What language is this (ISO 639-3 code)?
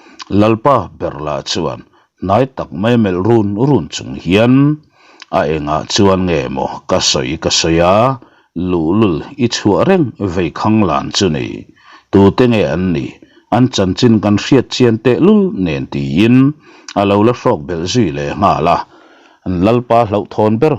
lus